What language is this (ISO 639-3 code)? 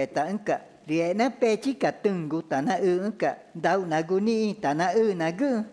tca